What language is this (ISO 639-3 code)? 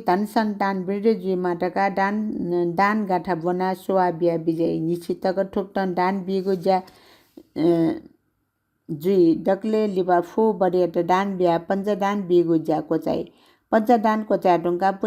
new